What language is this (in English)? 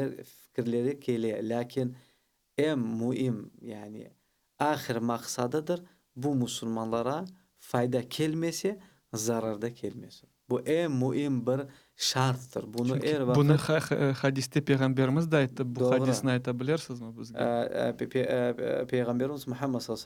Crimean Tatar